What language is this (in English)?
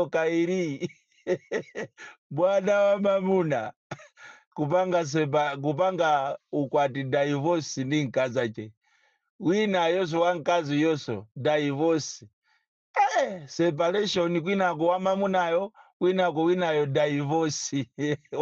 Nyanja